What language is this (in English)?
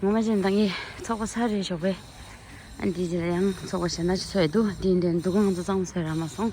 Tibetan